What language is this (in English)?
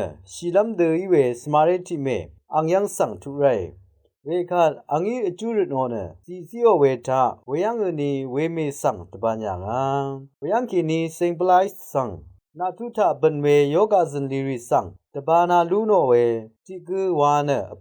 Rawang